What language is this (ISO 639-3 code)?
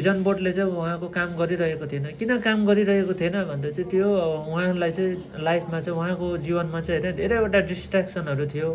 nep